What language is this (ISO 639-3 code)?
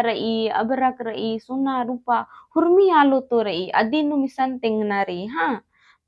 kru